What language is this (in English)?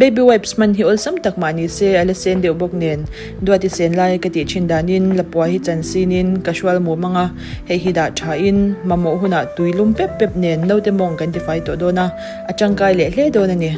Mizo